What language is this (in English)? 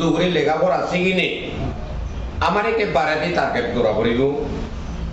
Chakma